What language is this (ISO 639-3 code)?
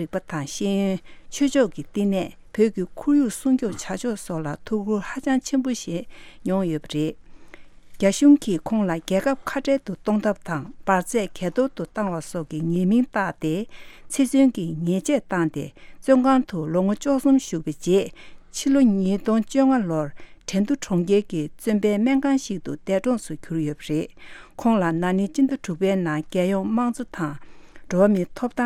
bod